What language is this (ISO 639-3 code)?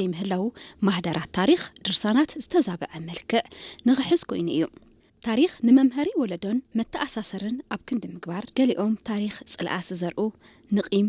tir